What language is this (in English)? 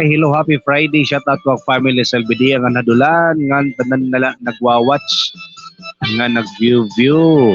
Waray